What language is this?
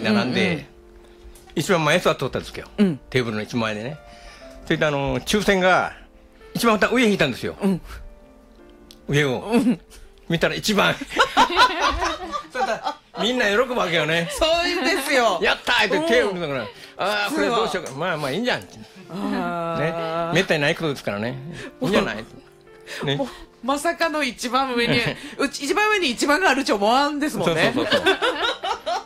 Japanese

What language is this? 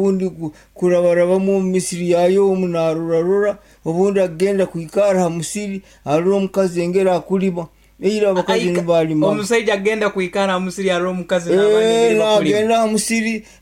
Nyankole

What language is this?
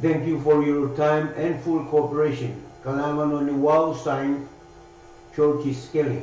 Pohnpeian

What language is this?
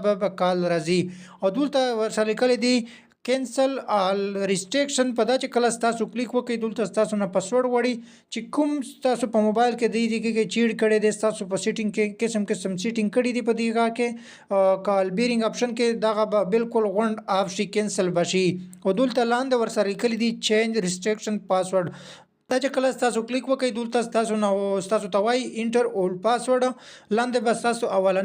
Pashto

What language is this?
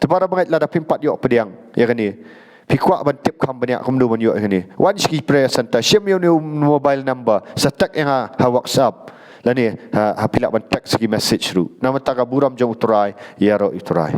Khasi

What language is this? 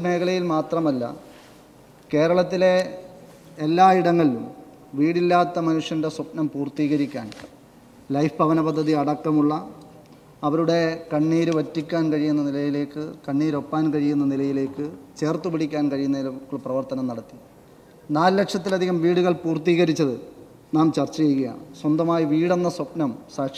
Malayalam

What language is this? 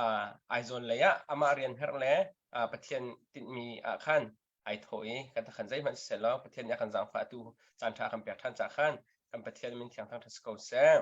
Hakha Chin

